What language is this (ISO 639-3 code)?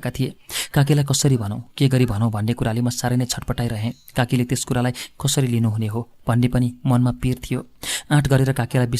nep